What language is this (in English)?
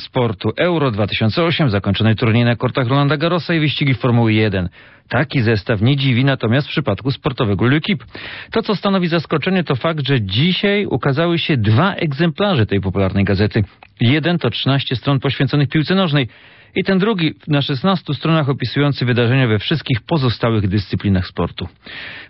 Polish